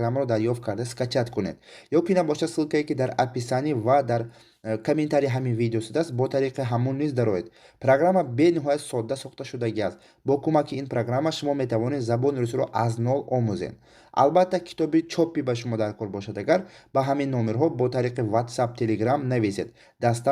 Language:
Tajik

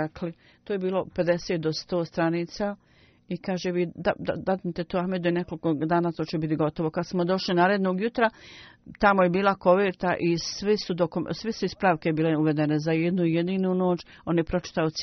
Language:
Bosnian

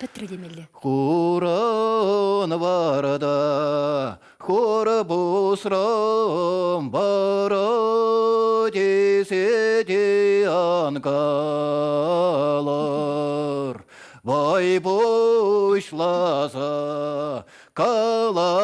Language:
Chuvash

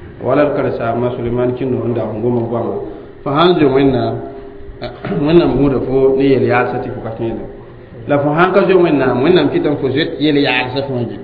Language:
Mossi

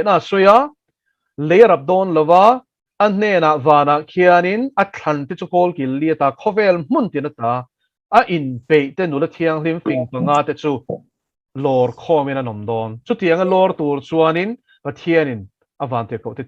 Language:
Mizo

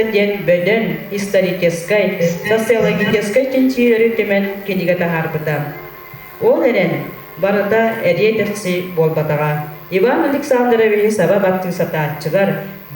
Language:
Yakut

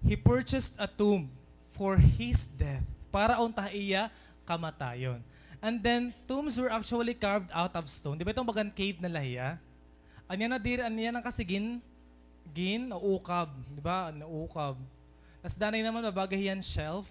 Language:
Waray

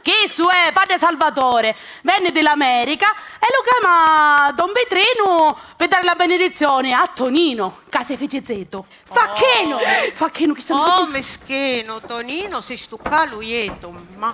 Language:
Sicilian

